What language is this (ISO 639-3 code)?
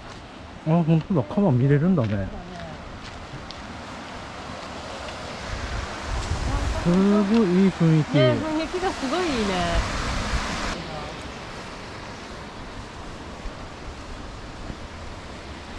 jpn